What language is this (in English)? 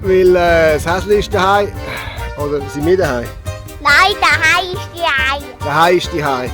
Swiss German